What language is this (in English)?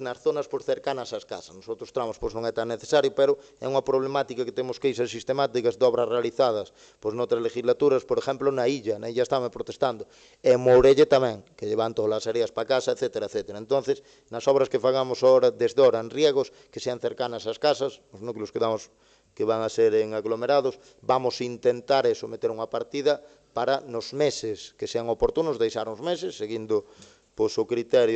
Galician